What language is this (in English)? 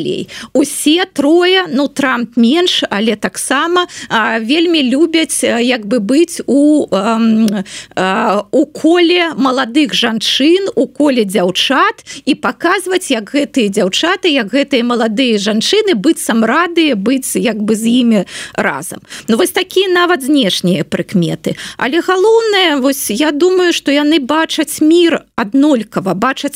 Belarusian